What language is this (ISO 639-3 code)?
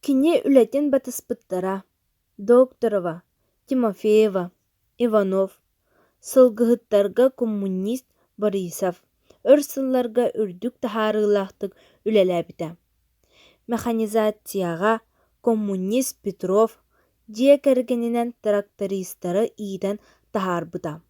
sah